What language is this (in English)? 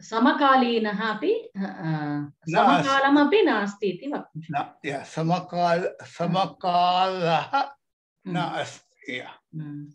Sanskrit